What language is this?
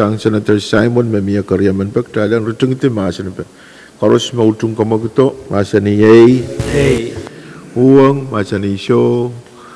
Pohnpeian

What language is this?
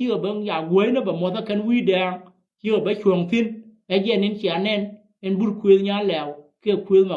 Nuer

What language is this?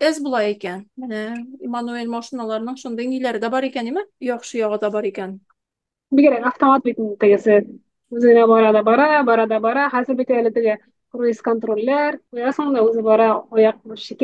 Tatar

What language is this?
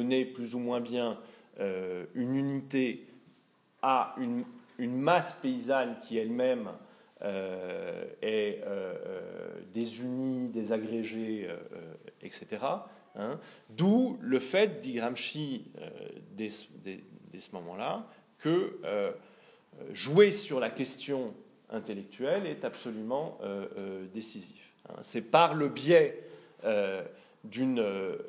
French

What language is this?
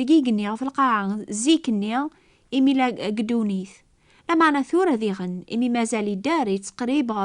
Kabyle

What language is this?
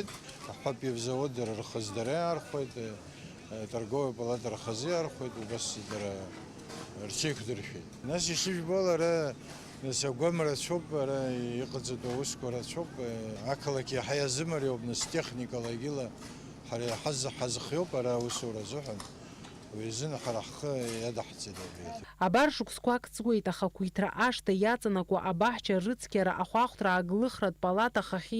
Abkhazian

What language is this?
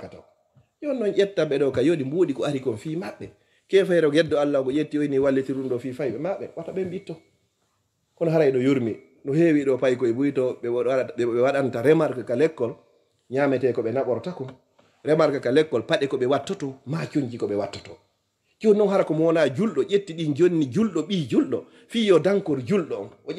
Fula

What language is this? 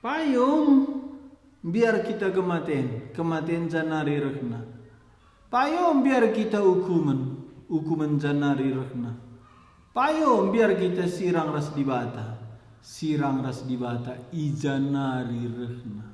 Batak Karo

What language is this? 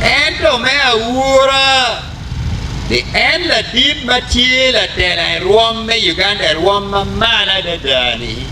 Acoli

